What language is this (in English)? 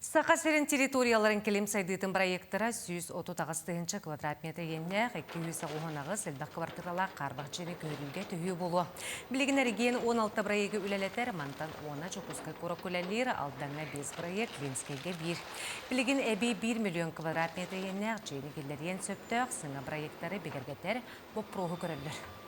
Yakut